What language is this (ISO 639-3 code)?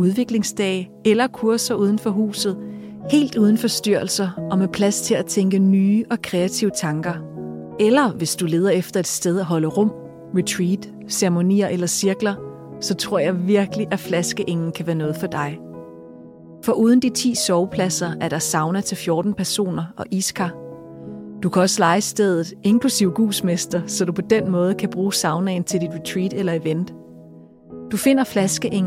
dan